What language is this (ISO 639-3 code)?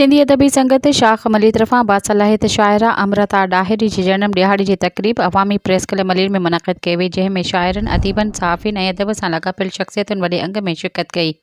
snd